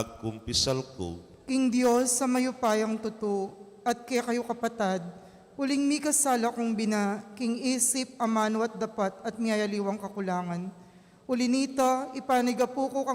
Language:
Pampanga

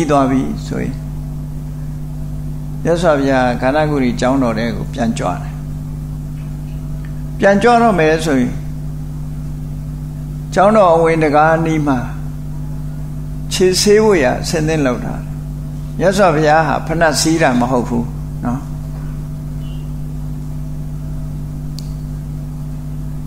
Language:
Burmese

